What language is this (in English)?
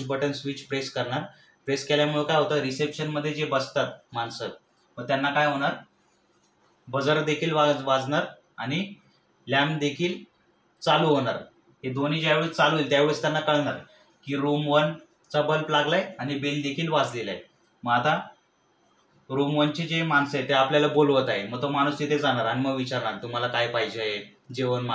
Marathi